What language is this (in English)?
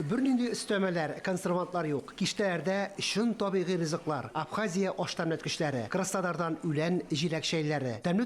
Tatar